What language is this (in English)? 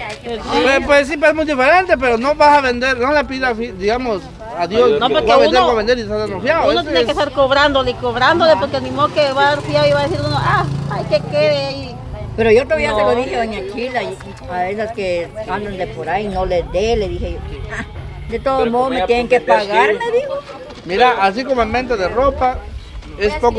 Spanish